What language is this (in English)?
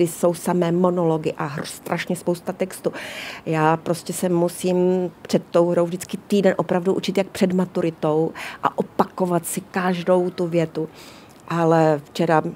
Czech